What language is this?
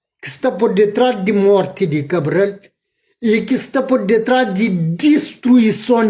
Kabuverdianu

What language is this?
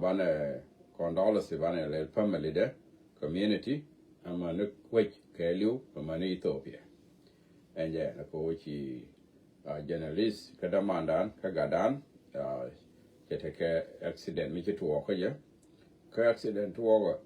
Nuer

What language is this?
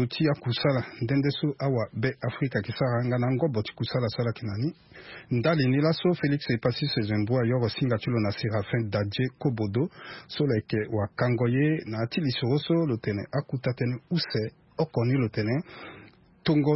Sango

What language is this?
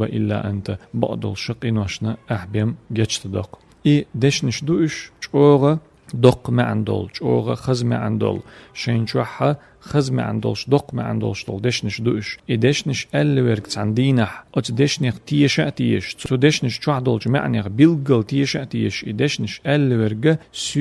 Chechen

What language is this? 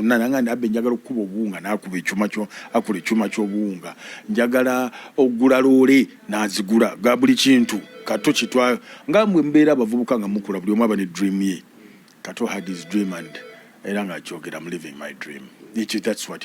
Ganda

